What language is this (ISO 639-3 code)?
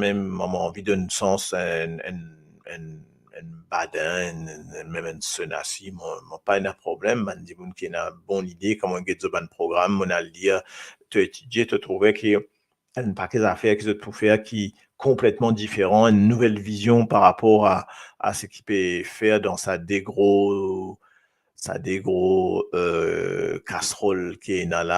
mfe